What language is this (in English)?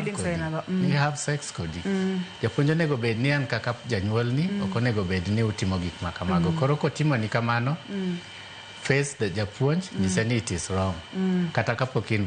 Luo (Kenya and Tanzania)